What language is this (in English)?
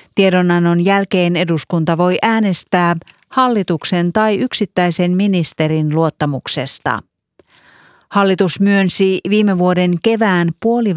Finnish